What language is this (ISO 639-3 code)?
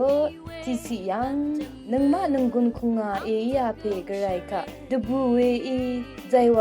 raw